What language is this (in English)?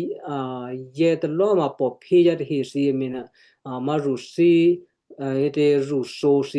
Western Kayah